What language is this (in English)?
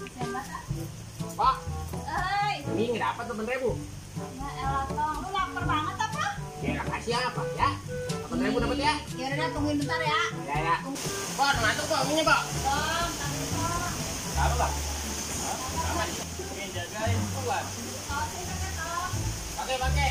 Betawi